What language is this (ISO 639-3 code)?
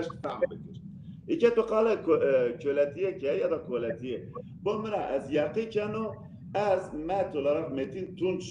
zza